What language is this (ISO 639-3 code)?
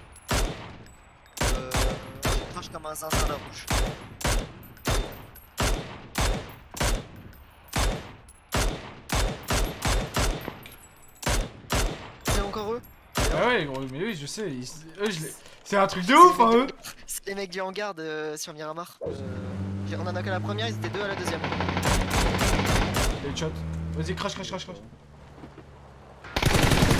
fra